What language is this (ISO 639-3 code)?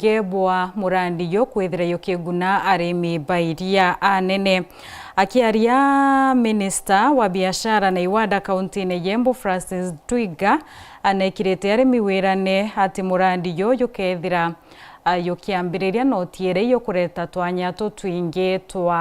mer